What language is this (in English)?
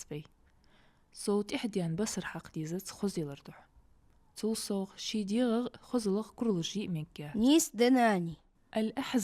Ingush